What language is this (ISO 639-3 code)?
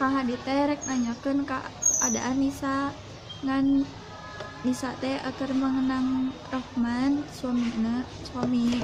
sun